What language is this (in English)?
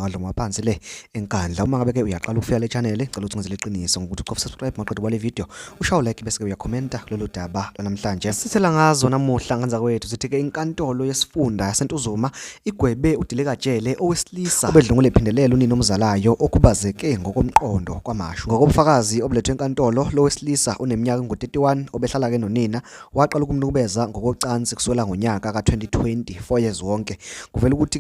Zulu